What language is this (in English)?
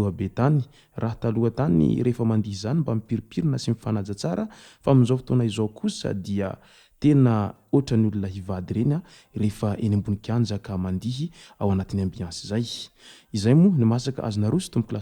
Malagasy